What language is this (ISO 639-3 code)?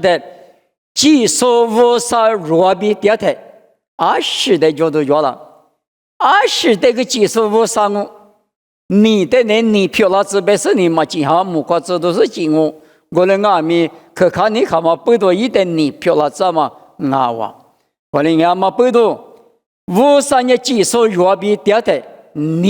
lis